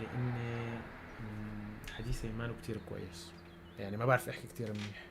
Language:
North Levantine Arabic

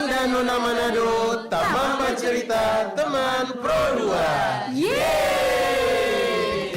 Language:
Manado Malay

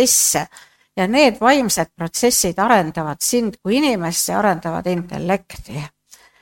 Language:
Estonian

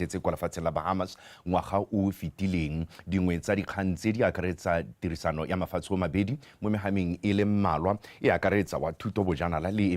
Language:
Tswana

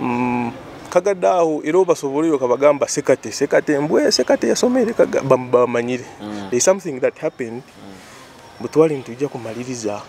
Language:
Nyoro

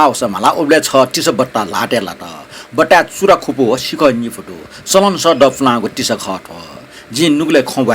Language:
Newari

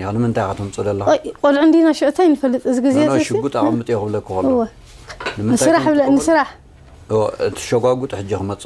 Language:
Tigrinya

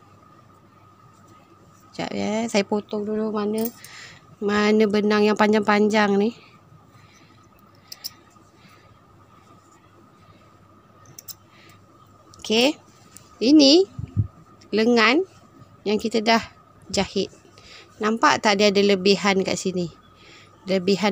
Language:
Malay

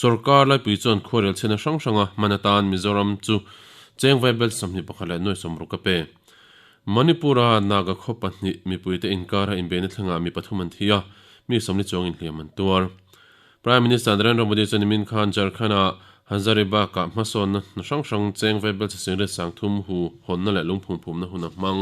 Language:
Mizo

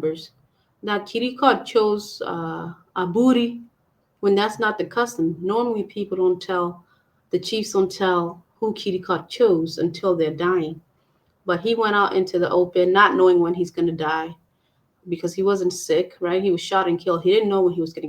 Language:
Acoli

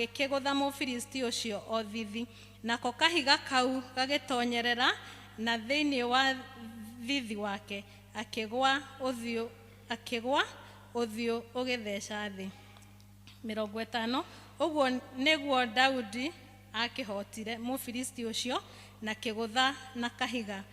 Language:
Kikuyu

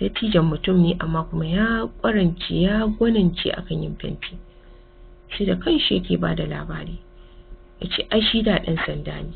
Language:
Hausa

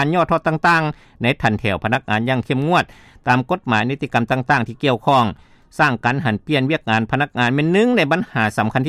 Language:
Lao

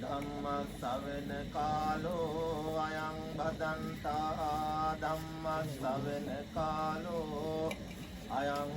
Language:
Sinhala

